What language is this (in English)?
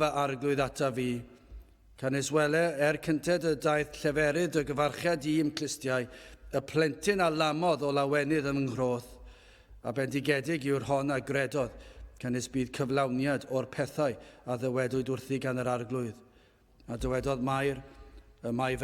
Welsh